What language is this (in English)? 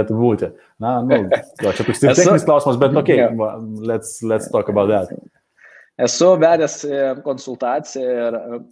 Lithuanian